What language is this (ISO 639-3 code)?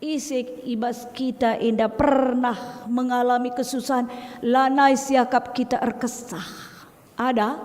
btx